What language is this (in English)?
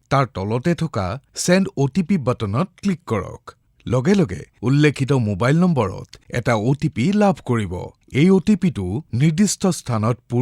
Assamese